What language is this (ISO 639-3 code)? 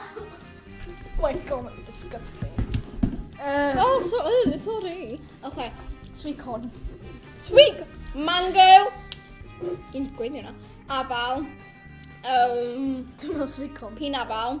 cym